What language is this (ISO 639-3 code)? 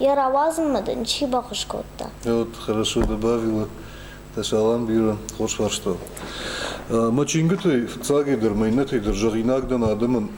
oss